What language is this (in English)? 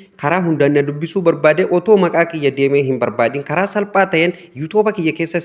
Oromo